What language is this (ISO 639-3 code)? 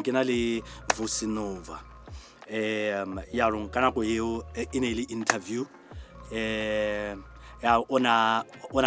tsn